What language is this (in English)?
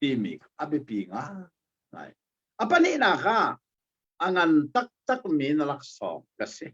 Hakha Chin